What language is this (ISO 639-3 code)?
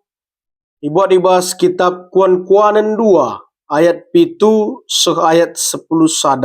btx